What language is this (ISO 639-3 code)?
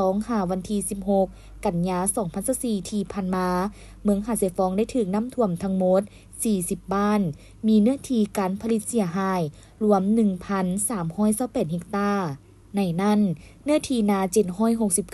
lao